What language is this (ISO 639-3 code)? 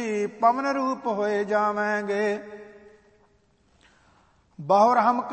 pan